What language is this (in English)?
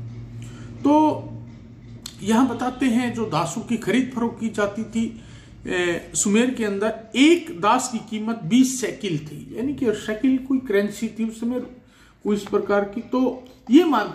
Hindi